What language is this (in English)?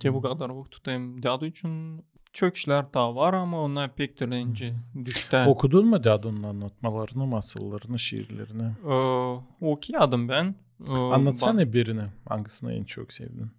Gagauz